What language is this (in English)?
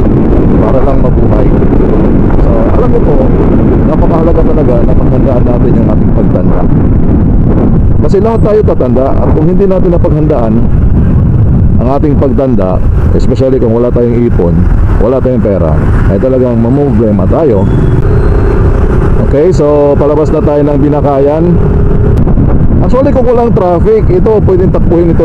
Filipino